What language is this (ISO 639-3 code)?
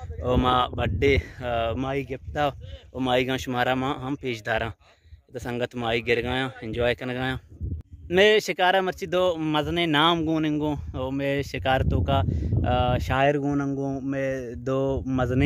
bal